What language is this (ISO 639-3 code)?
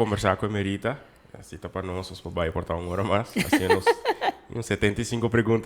pap